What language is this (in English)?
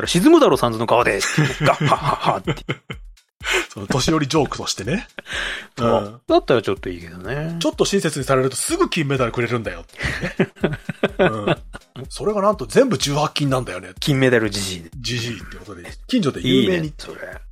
Japanese